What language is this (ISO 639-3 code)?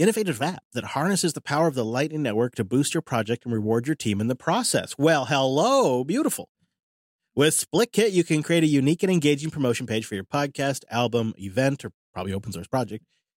eng